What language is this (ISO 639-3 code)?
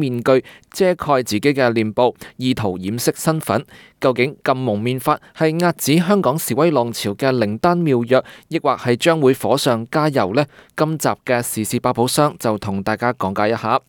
yue